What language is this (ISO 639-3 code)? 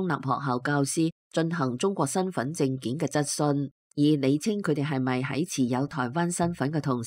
yue